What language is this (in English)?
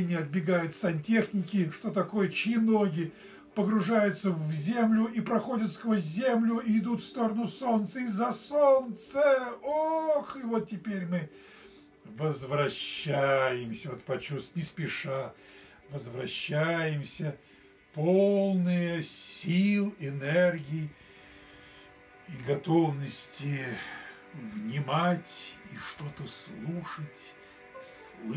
Russian